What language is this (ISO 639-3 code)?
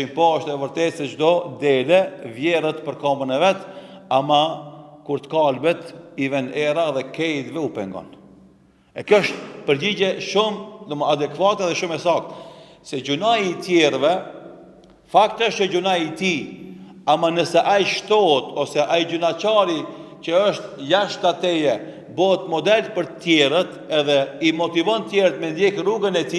sqi